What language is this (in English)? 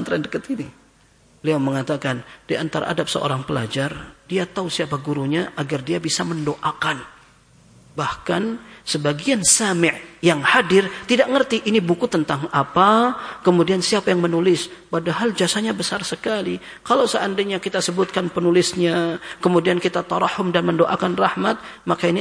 Indonesian